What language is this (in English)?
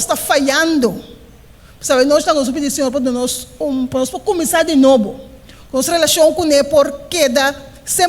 Papiamento